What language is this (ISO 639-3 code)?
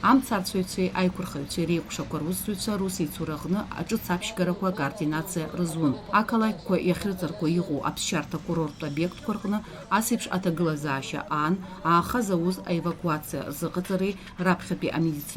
abk